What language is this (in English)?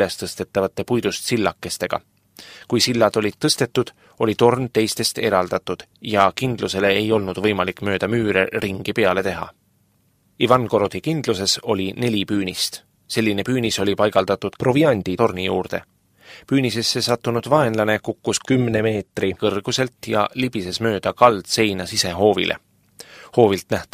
Estonian